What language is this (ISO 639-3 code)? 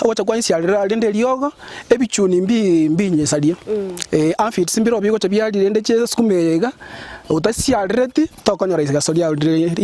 guz